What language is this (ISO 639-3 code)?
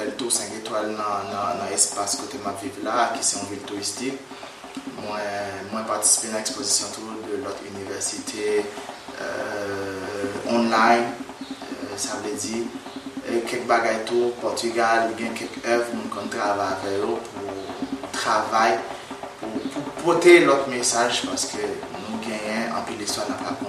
hat